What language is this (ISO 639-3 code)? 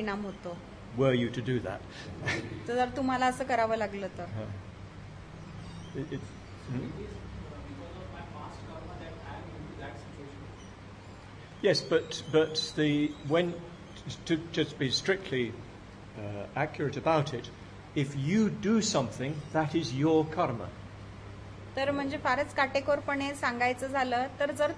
mar